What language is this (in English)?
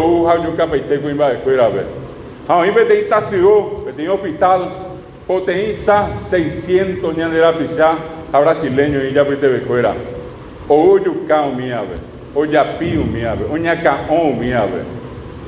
Guarani